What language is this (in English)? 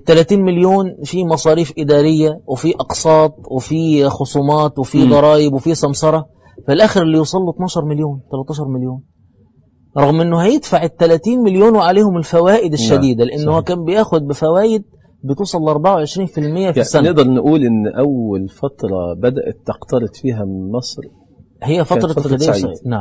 Egyptian Arabic